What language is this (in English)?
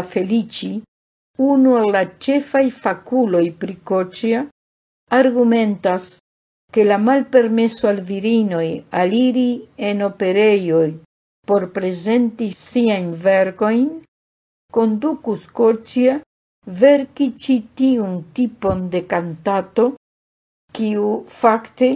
Esperanto